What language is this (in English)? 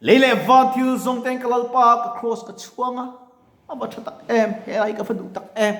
Mizo